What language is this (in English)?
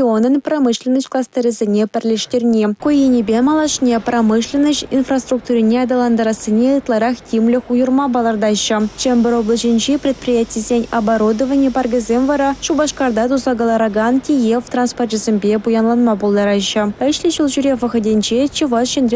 Chuvash